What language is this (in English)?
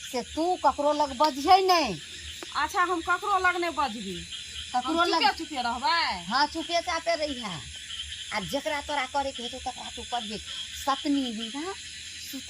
Maithili